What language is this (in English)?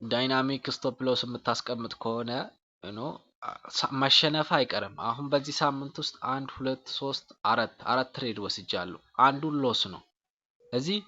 Amharic